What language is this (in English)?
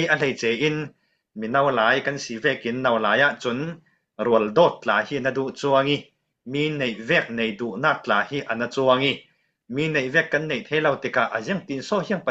Falam Chin